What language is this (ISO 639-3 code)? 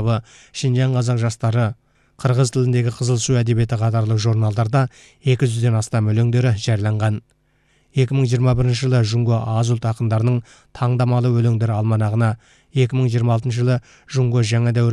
kaz